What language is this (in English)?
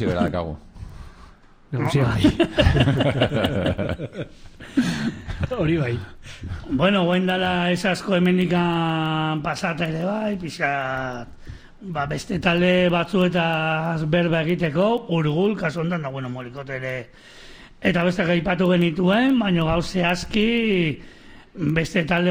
Basque